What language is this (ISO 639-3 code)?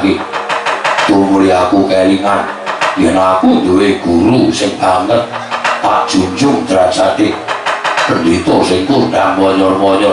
jav